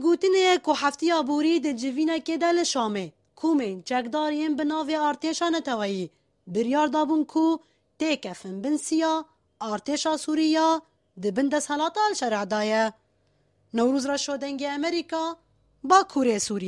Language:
Kurdish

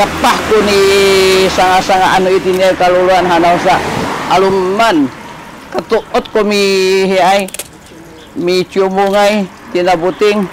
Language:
Sakizaya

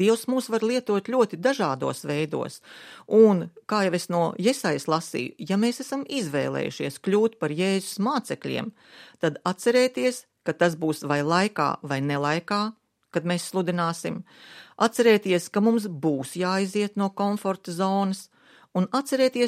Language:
Latvian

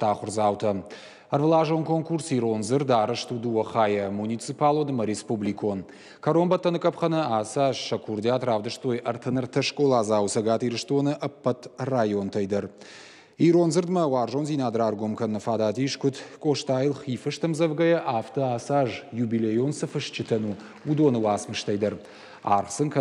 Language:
Ossetic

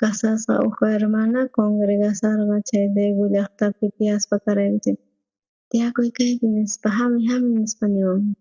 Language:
South Bolivian Quechua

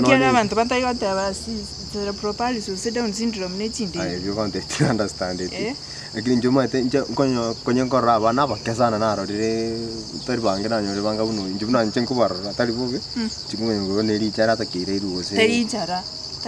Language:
Gusii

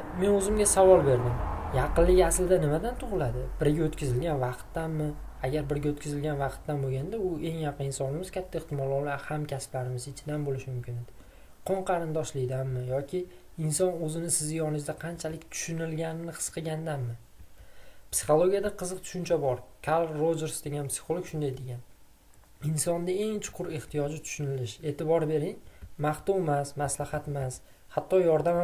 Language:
Uzbek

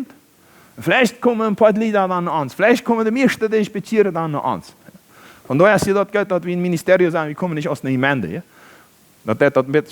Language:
Plautdietsch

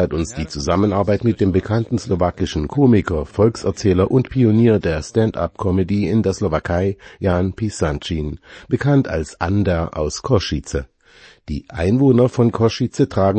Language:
German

